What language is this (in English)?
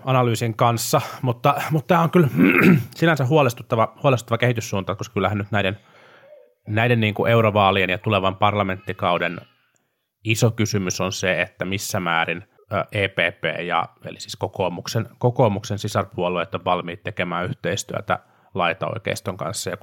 Finnish